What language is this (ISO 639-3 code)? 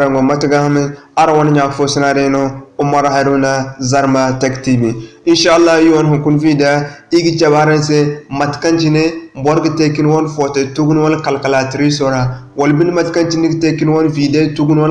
dje